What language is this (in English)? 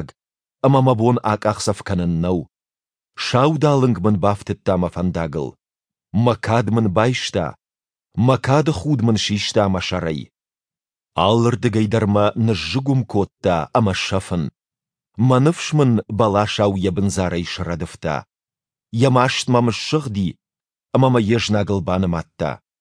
Ossetic